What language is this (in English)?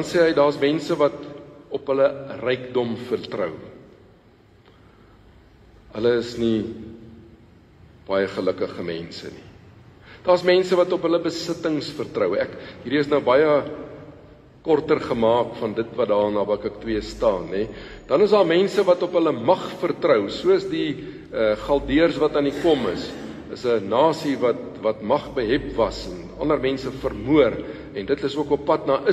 Afrikaans